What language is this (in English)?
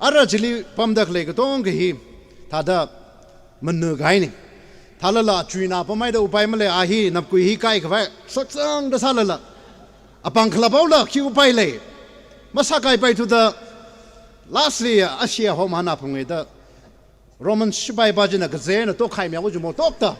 Tangkhul Naga (India)